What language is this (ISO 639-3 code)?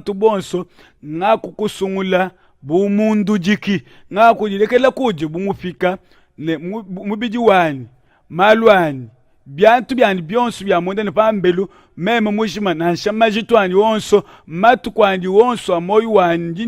lua